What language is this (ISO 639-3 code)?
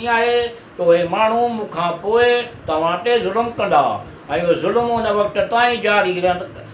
snd